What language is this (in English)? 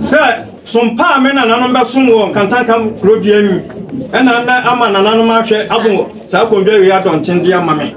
Akan